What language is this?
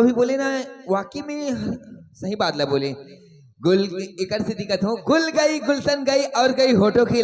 Chhattisgarhi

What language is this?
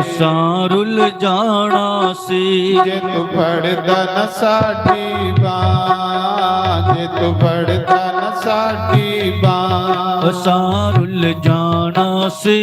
Dogri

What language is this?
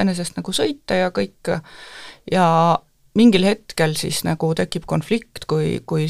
Estonian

